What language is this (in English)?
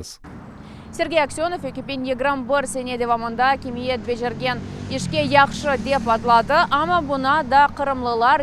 Crimean Tatar